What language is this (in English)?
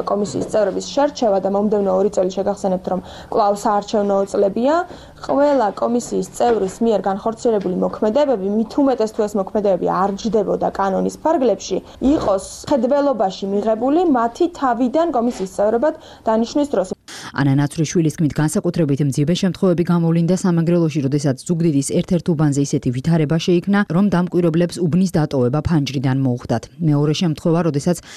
Georgian